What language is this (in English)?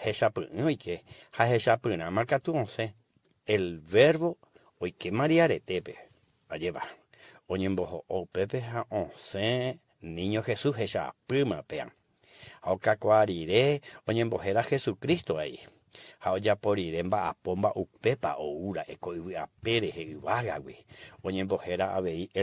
Guarani